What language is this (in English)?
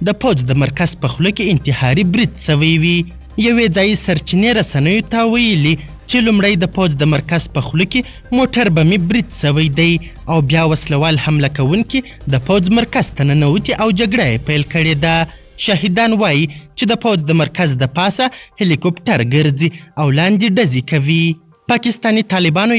Pashto